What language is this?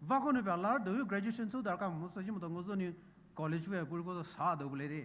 Poumei Naga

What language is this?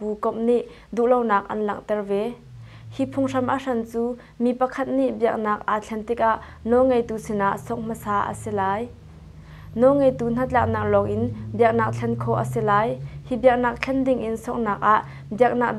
Hakha Chin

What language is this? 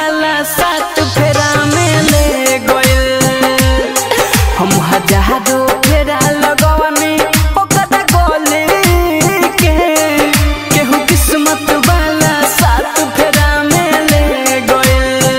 Bhojpuri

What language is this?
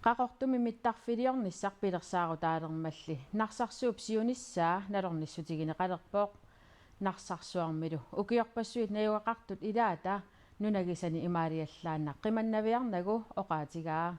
Kalaallisut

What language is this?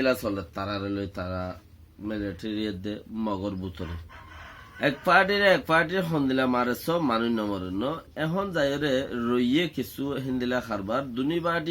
Rohingya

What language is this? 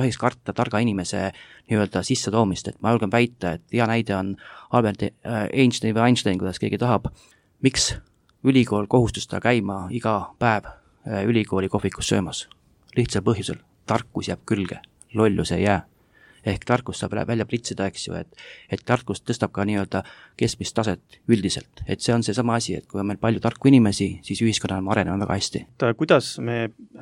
Estonian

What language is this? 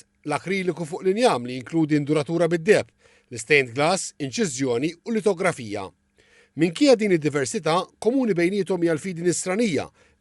Maltese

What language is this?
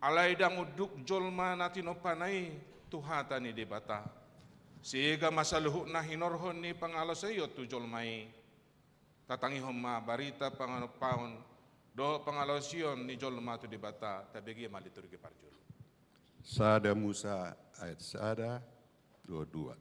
Batak Toba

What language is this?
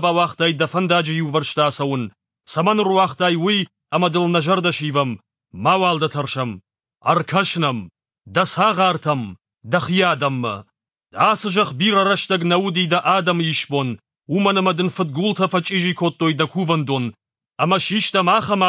Ossetic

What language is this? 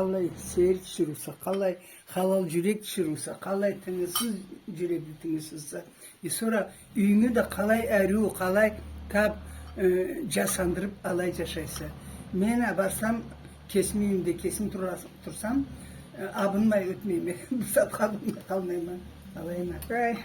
Karachay-Balkar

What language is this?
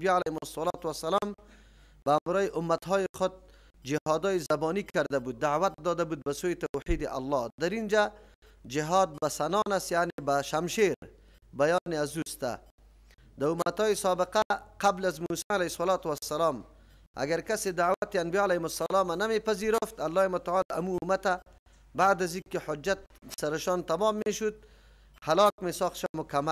Persian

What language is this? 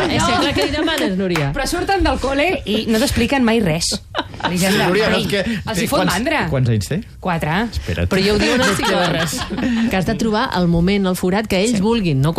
Catalan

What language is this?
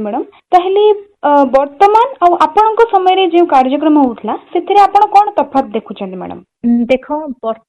Odia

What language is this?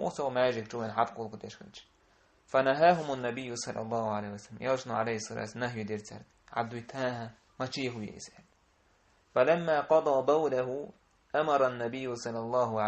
Chechen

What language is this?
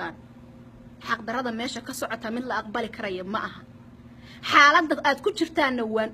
Somali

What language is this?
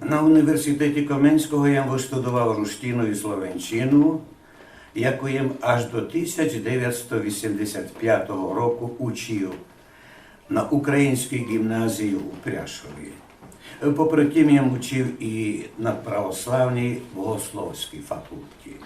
Rusyn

